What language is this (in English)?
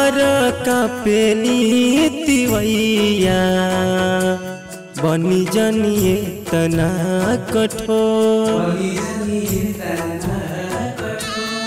Bhojpuri